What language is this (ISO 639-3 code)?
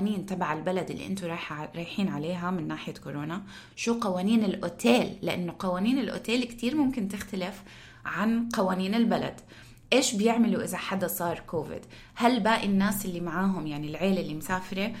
apc